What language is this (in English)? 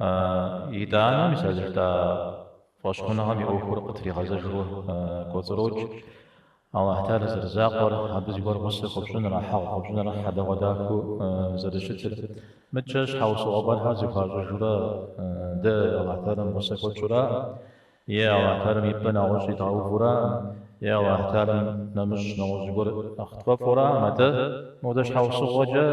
Kabardian